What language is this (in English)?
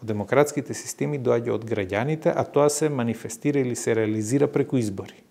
Macedonian